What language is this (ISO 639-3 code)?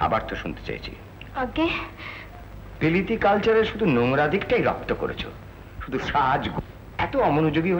ben